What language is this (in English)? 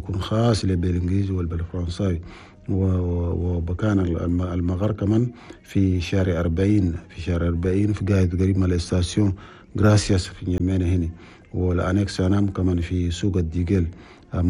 Chadian Arabic